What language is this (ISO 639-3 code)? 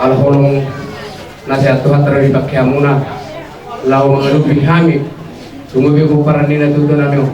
bbc